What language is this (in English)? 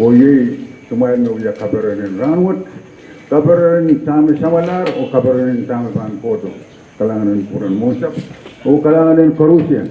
Pohnpeian